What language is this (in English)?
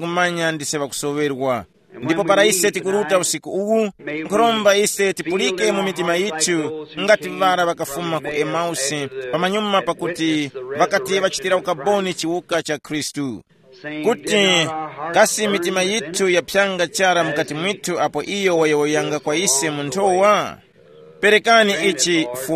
Tumbuka